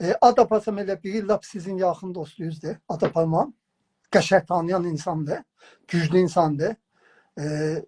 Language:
South Azerbaijani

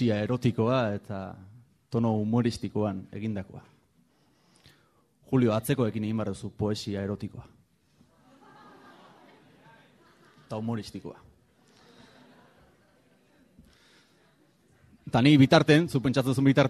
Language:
Basque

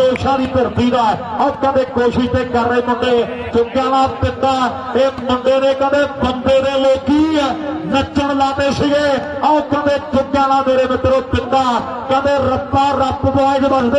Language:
Punjabi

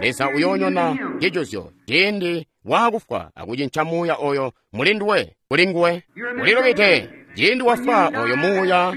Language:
Tonga (Zambia)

